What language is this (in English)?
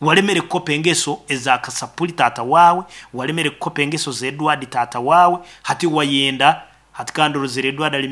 Nyoro